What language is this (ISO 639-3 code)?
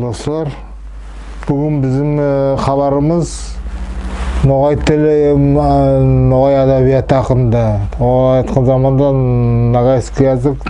nog